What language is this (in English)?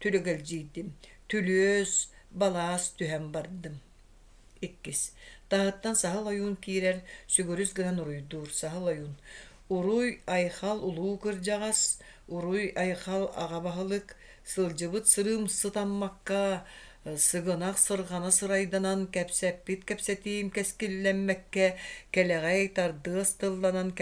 Yakut